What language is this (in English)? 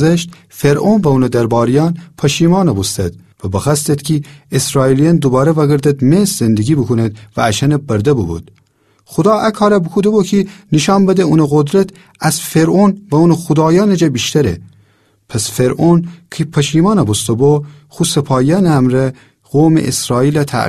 Gilaki